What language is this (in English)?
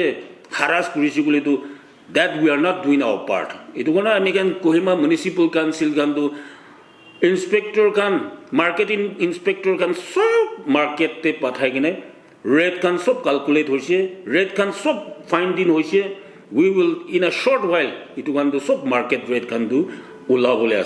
Naga Pidgin